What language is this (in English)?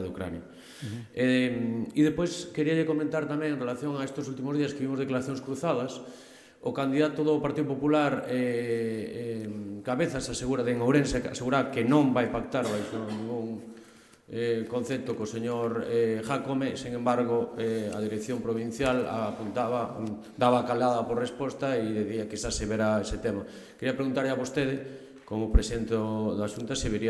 Galician